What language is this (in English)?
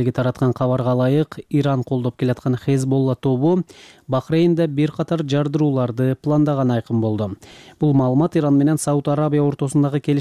Kyrgyz